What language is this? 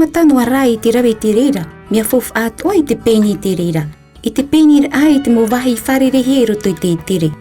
Tahitian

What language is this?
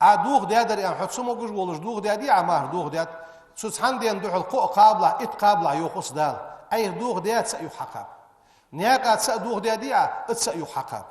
Ingush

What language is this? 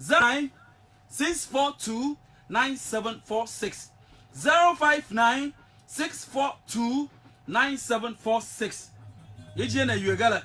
Ewe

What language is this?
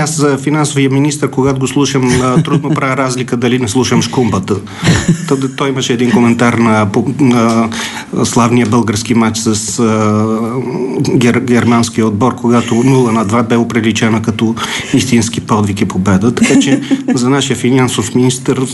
Bulgarian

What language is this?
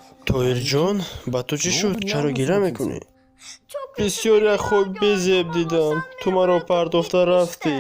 Tajik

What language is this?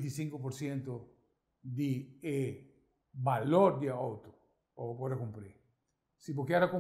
Papiamento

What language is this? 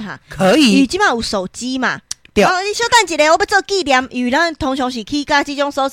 Min Nan Chinese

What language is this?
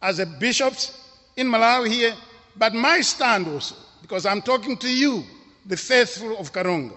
English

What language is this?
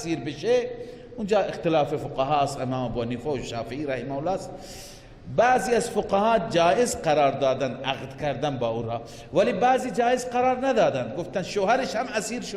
Persian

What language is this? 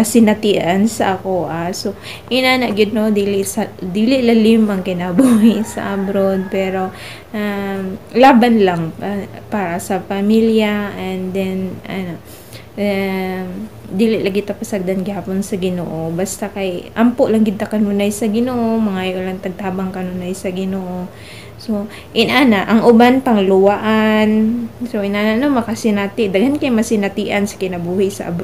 Cebuano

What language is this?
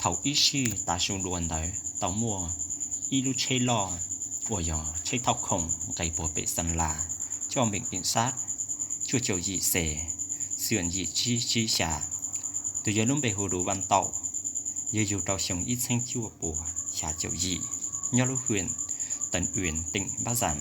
Hmong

